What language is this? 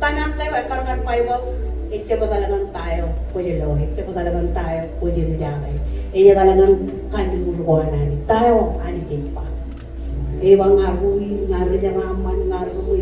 Marshallese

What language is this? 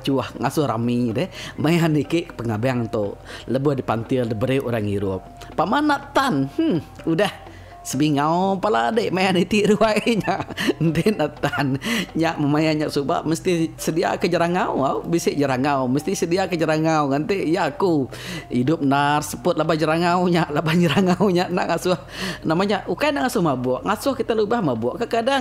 Iban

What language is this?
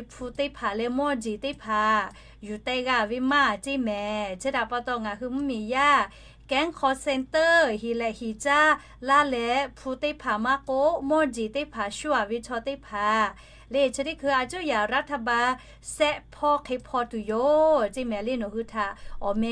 Lahu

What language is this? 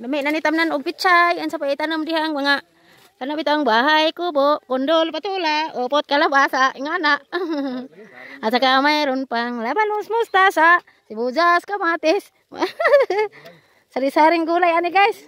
Cebuano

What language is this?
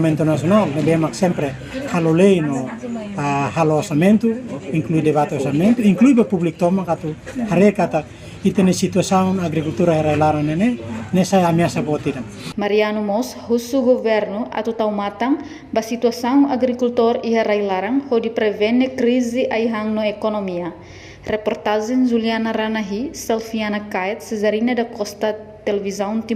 Tetum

